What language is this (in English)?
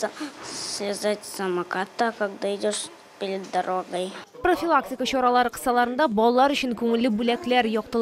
Tatar